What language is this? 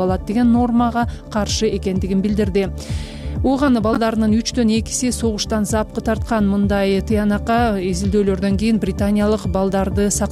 Kyrgyz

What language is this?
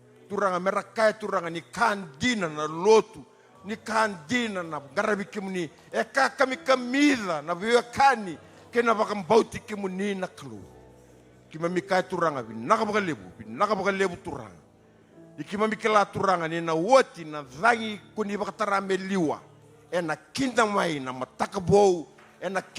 Fijian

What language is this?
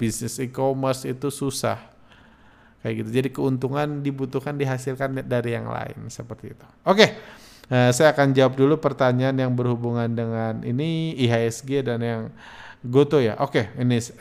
Indonesian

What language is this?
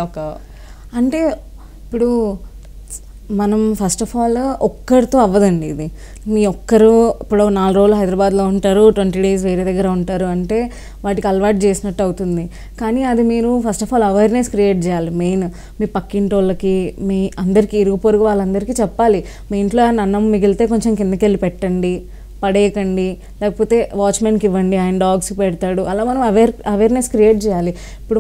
Telugu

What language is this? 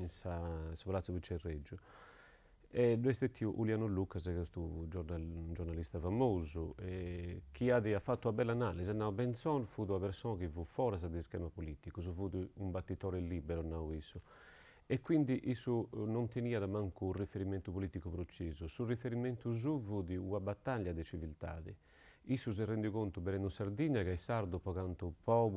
Sardinian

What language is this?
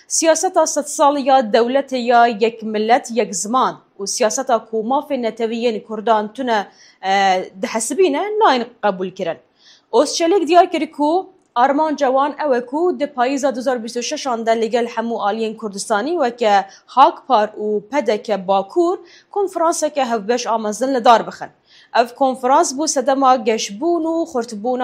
Kurdish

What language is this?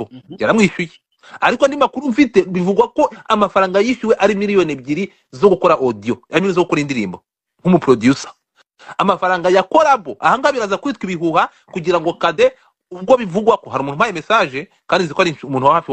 Kinyarwanda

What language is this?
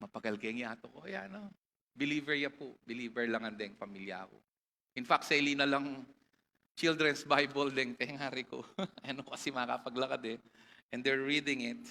Pampanga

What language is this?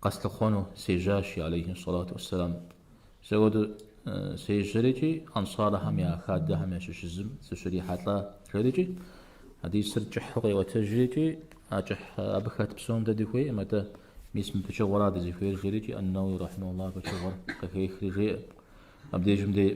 Kabardian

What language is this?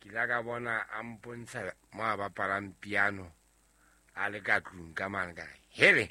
Southern Sotho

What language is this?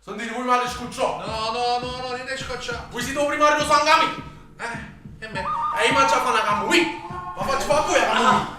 Neapolitan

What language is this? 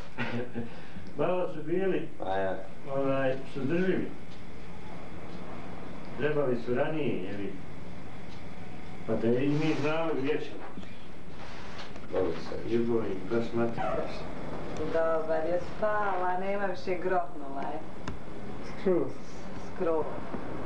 Bosnian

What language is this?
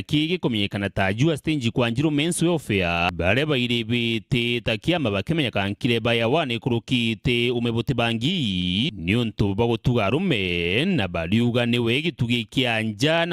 Meru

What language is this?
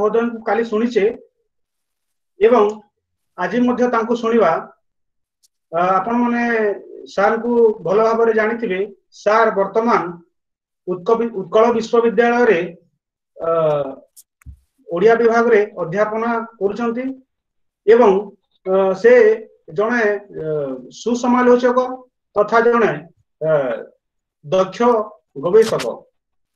Odia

